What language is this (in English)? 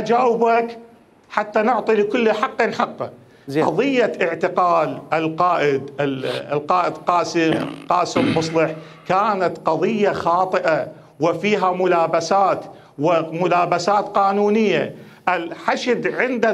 Mesopotamian Arabic